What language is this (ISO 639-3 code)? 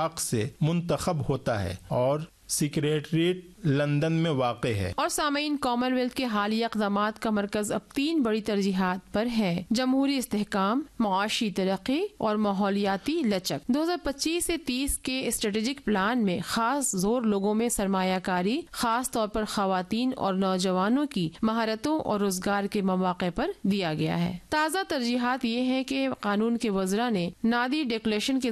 urd